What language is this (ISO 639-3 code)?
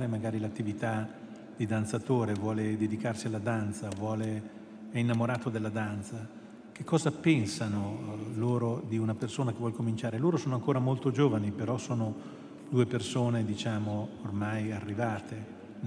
ita